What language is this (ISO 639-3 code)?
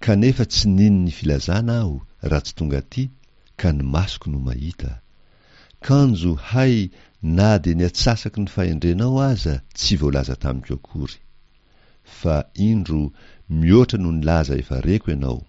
mlg